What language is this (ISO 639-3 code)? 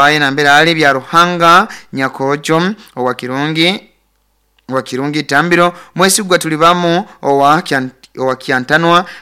nyo